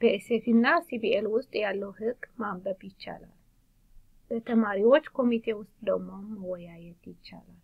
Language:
Amharic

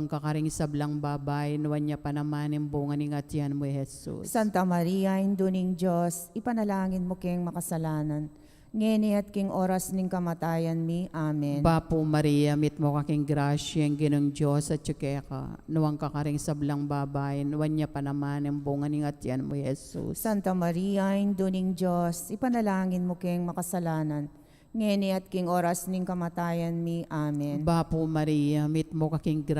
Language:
Pampanga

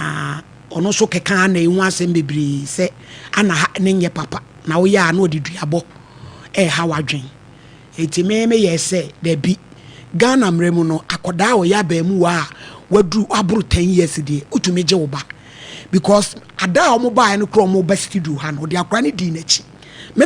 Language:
Akan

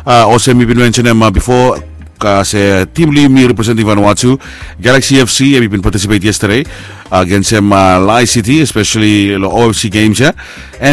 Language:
Bislama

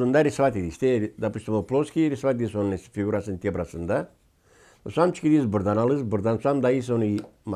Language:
Gagauz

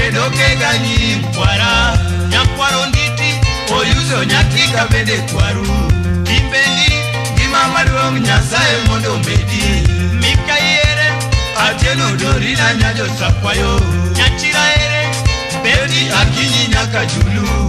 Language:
Luo (Kenya and Tanzania)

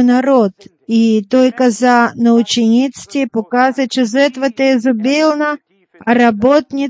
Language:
Bulgarian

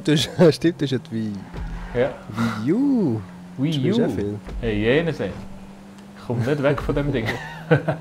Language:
Swiss German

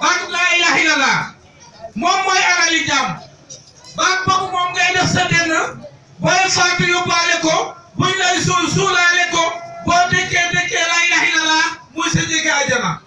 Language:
Wolof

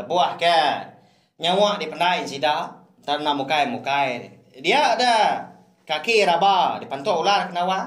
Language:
Iban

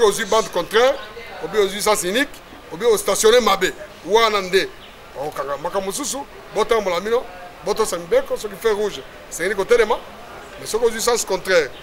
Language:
Lingala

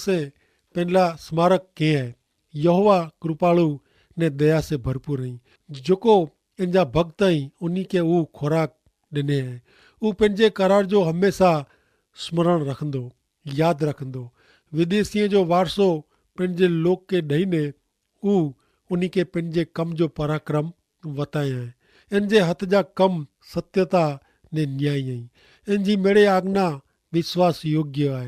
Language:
Kachhi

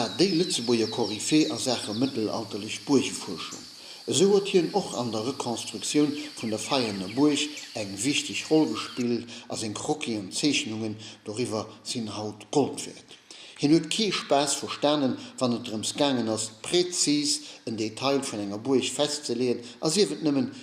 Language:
Luxembourgish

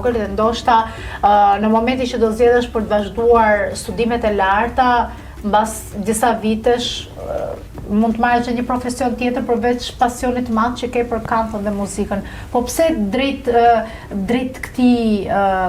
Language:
Albanian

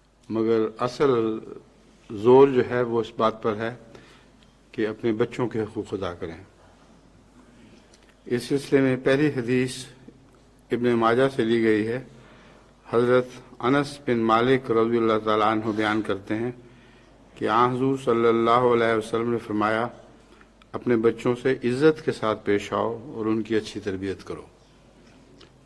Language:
Urdu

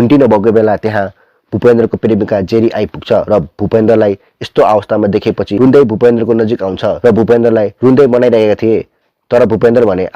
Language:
Nepali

